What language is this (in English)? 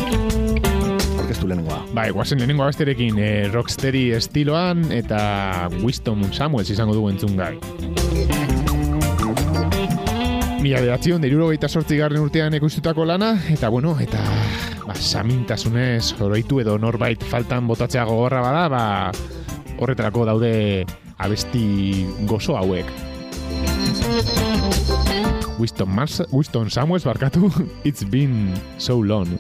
Basque